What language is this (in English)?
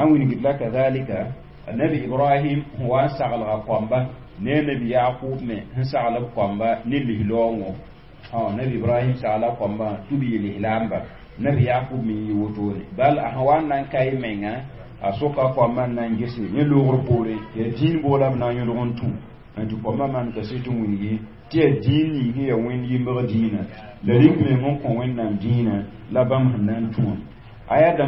Mossi